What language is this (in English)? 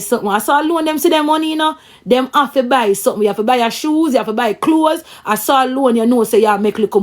Jamaican Creole English